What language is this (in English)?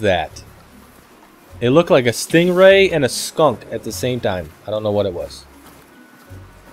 English